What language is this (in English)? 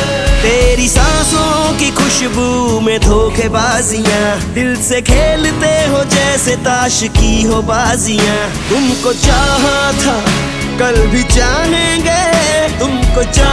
Hindi